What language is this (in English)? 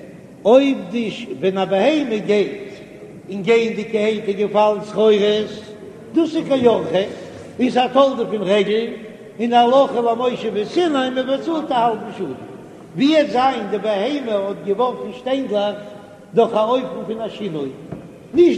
Yiddish